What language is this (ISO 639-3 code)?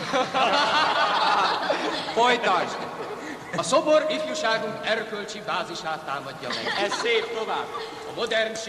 hun